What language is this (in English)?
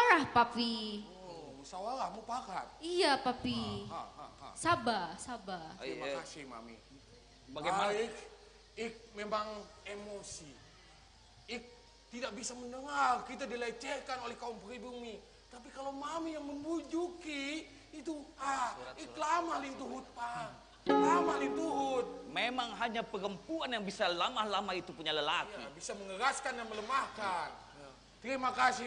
Banjar